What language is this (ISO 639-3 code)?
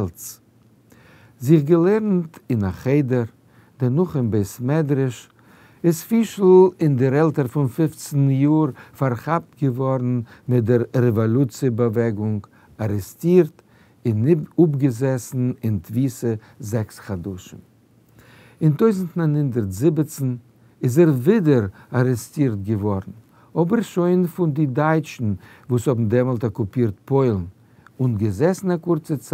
yid